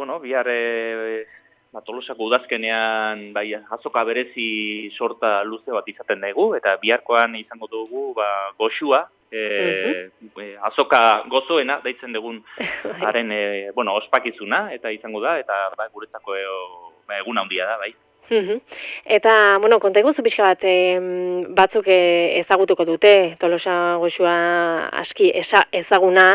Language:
Basque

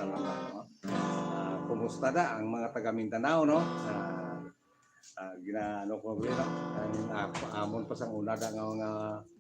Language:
Hiligaynon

